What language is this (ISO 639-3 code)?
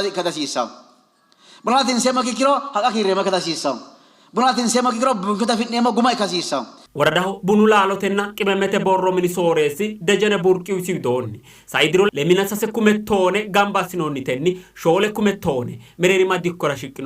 sid